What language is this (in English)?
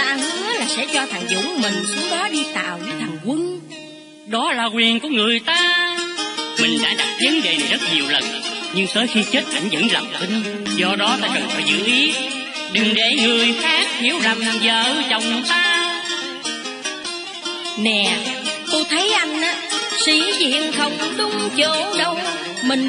Vietnamese